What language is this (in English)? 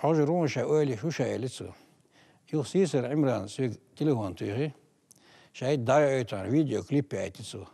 Chechen